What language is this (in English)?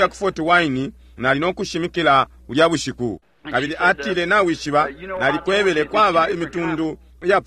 Bemba